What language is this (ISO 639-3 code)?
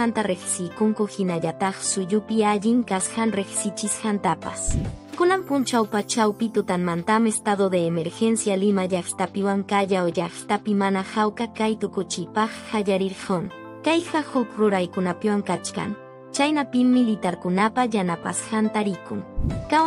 que